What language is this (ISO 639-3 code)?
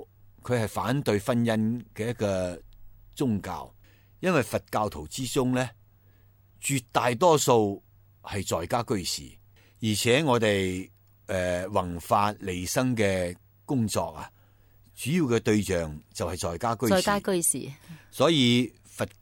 yue